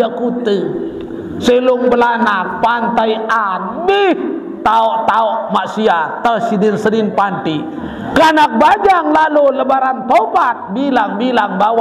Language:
Sasak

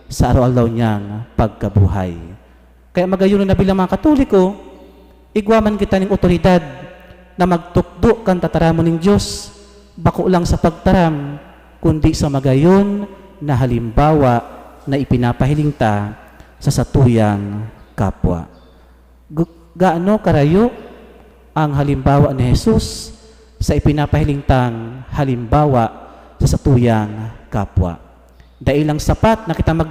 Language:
Bikol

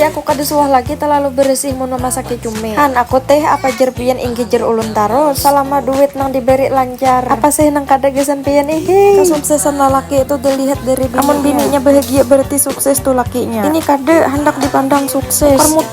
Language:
Banjar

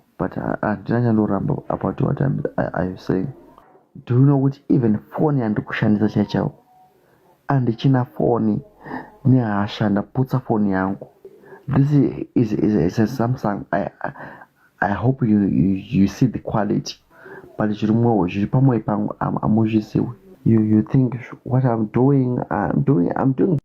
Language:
Shona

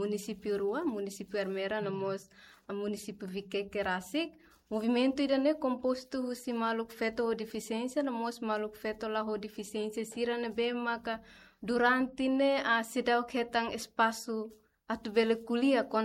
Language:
Tetum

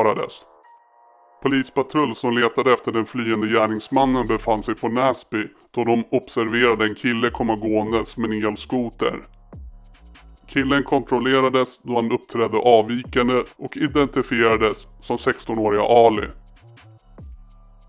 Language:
Swedish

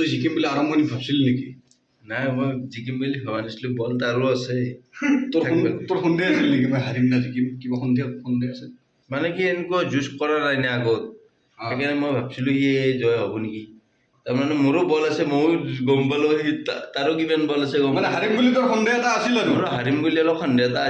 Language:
Assamese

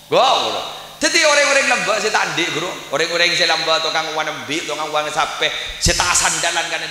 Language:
Madurese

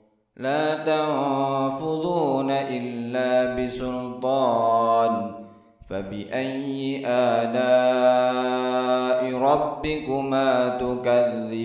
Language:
Arabic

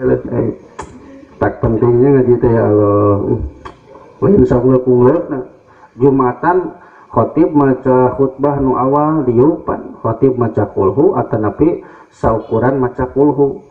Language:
Sundanese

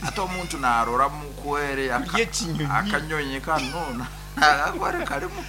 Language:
Nyankole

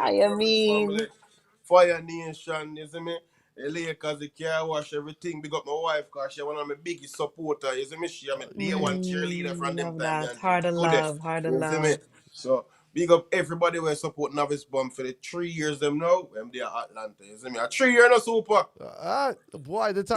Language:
Jamaican Creole English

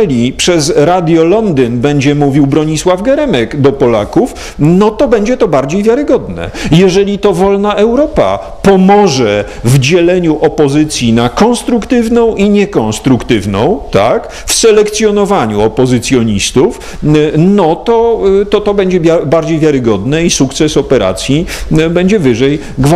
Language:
Polish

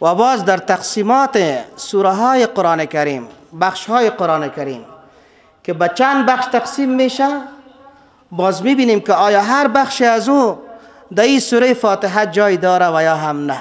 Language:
Persian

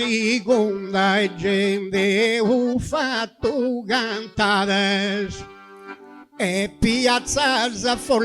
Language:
Sardinian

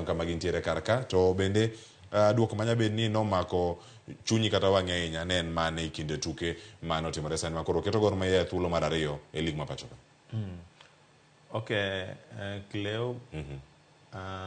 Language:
Luo (Kenya and Tanzania)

